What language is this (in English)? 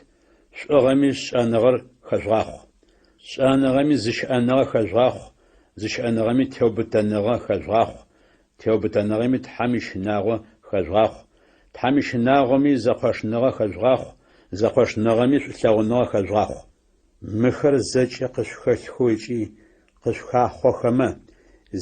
Adyghe